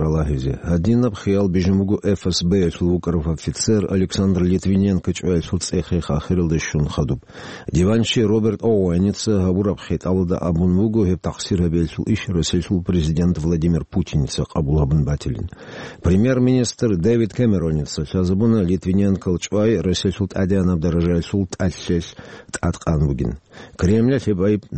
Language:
Avaric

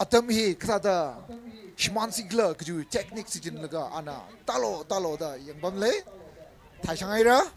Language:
Tangkhul Naga (India)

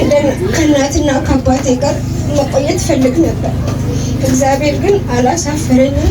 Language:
Amharic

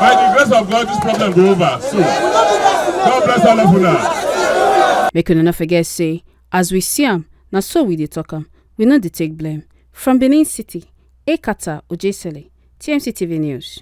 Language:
Nigerian Pidgin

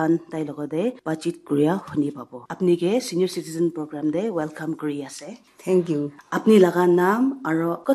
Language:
Naga Pidgin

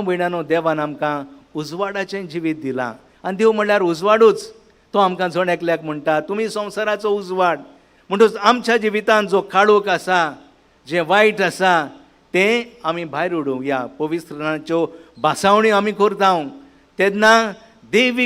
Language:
Konkani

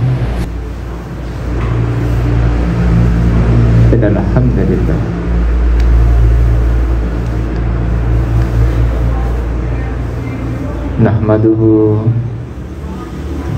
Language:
Indonesian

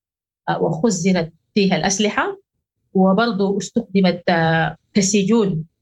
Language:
Sudanese Arabic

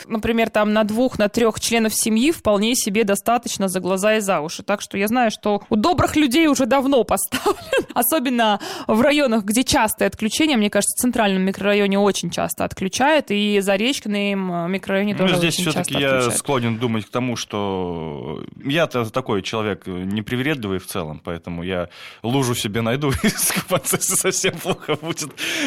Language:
Russian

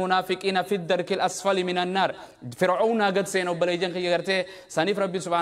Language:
Oromo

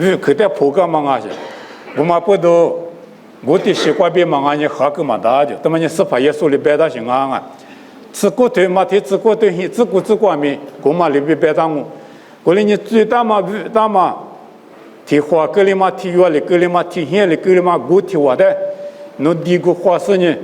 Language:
Lisu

